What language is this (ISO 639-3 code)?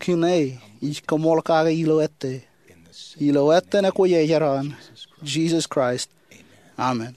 mah